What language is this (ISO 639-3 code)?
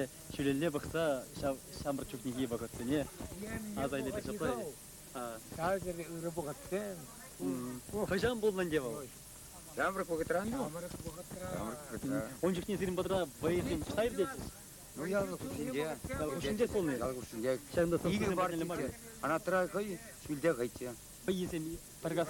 chv